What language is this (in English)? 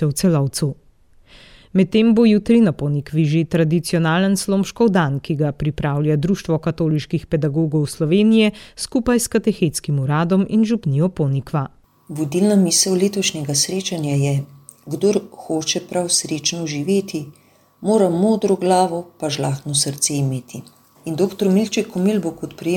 Slovenian